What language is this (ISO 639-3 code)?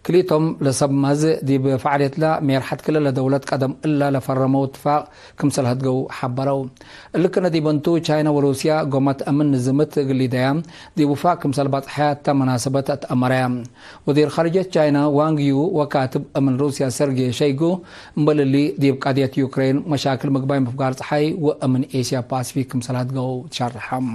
tig